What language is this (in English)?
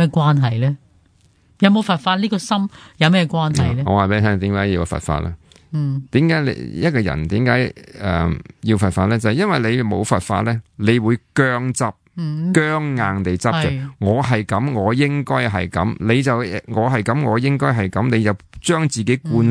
Cantonese